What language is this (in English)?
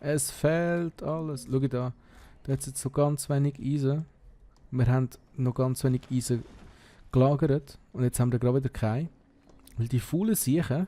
Swiss German